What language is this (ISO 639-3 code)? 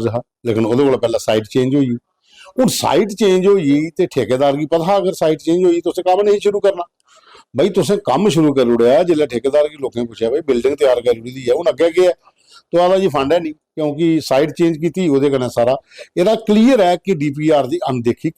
doi